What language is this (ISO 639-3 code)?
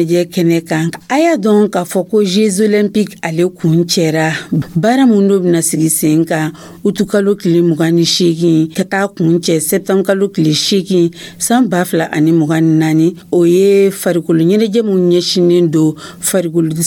dyu